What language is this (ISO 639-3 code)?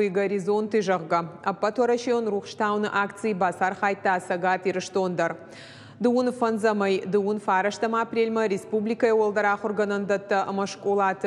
oss